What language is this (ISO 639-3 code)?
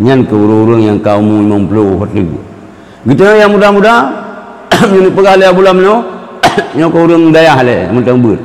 ace